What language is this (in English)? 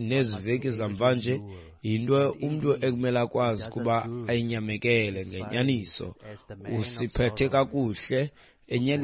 Xhosa